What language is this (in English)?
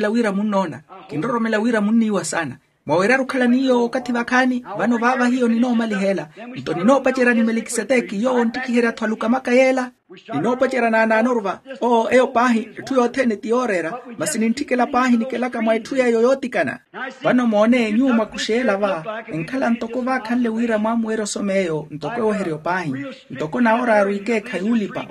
Makhuwa